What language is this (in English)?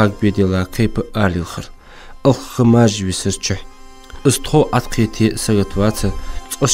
Ingush